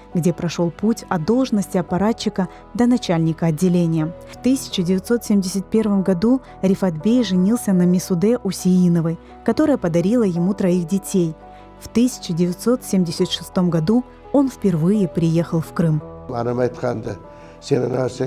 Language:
Crimean Tatar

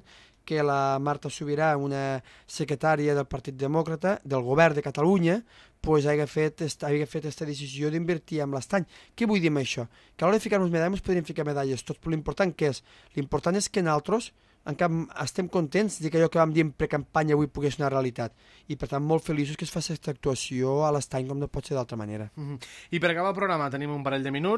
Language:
Catalan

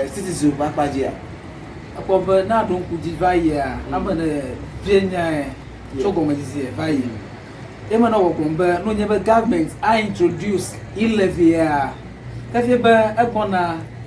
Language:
Ewe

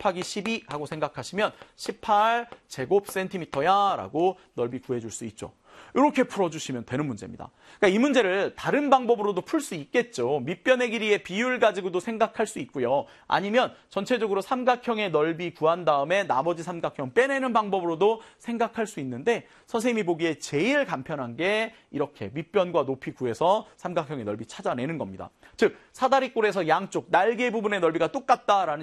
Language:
Korean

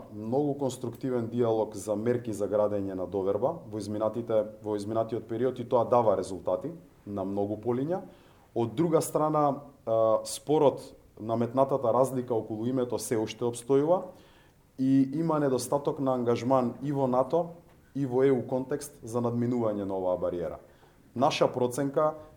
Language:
Macedonian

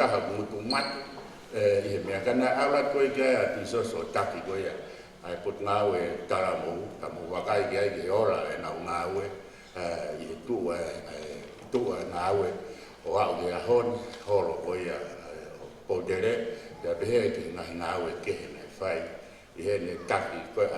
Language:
Tongan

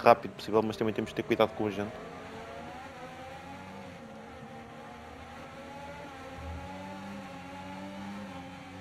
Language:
Portuguese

